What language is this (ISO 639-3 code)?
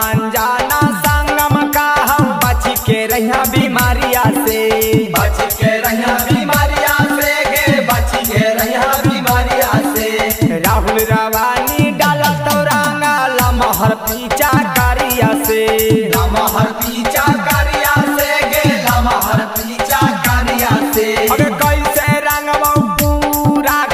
bho